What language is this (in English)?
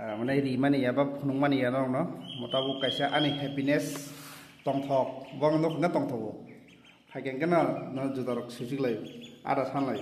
Kok Borok